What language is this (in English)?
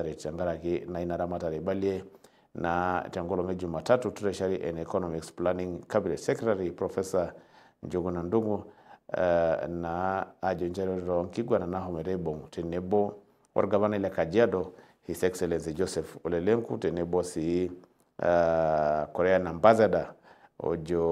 Masai